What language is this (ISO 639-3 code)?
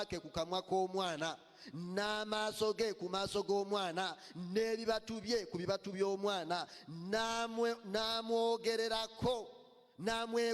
lug